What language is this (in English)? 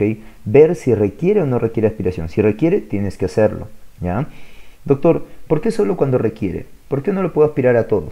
Spanish